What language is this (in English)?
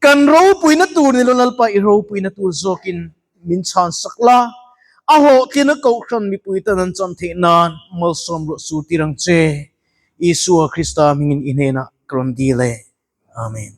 Mizo